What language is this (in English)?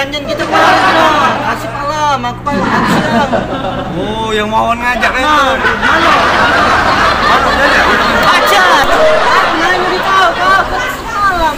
Musi